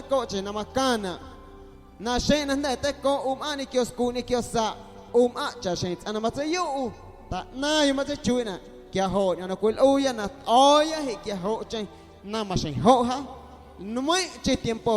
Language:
Guerrero Amuzgo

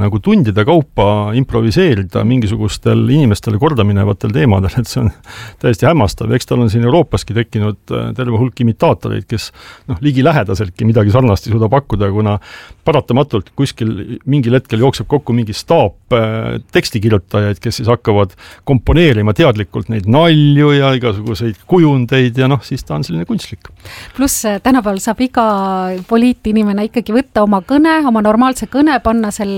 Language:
Estonian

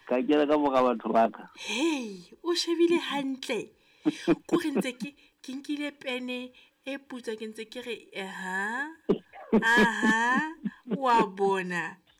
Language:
Southern Sotho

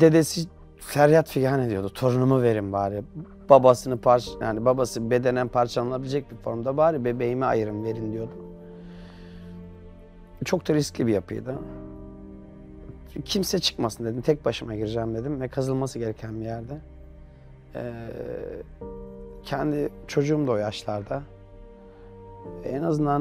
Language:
Turkish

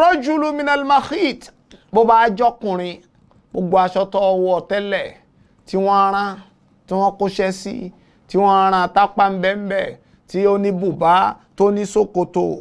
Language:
Yoruba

